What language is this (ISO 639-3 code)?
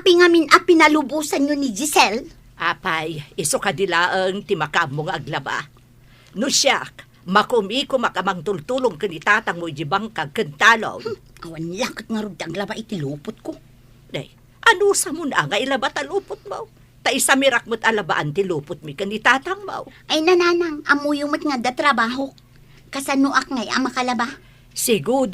ilo